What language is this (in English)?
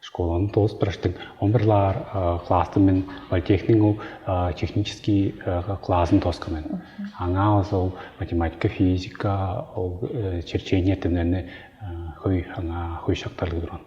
Tuvinian